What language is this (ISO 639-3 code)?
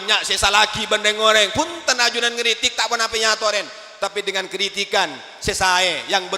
mad